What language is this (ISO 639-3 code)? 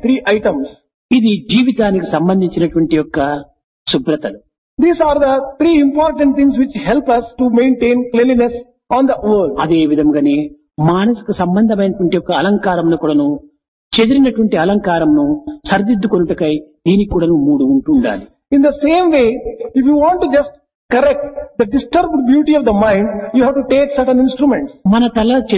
tel